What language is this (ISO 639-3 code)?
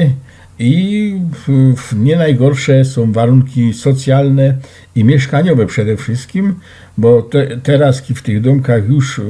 szl